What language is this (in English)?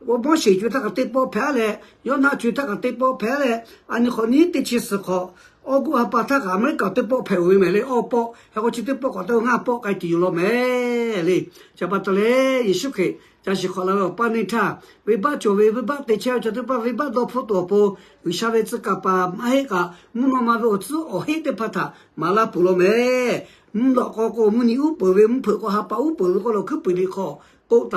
Lahu